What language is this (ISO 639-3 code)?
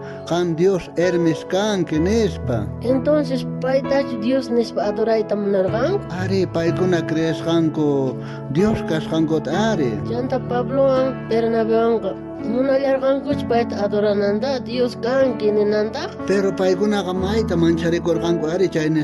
quh